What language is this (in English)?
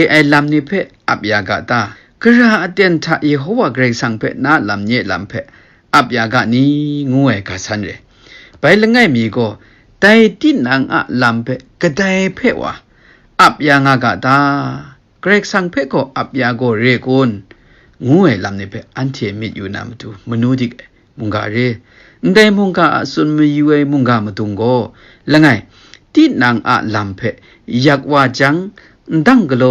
Kachin